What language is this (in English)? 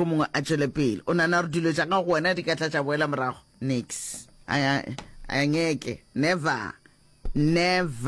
Northern Sotho